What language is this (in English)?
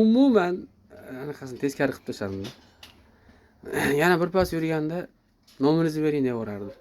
Uzbek